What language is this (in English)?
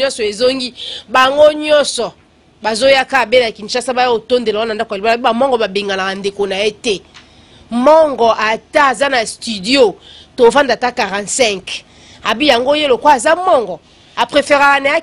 Lingala